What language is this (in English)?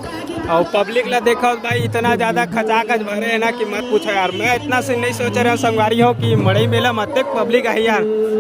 Chhattisgarhi